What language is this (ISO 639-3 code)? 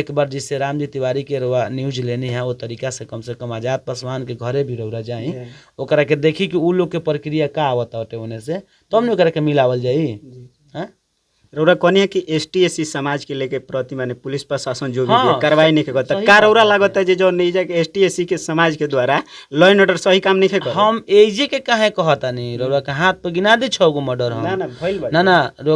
bho